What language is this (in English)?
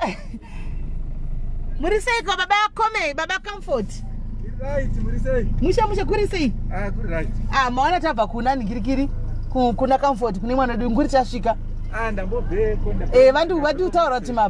Shona